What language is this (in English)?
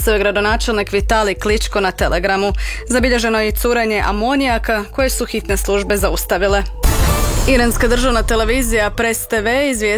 Croatian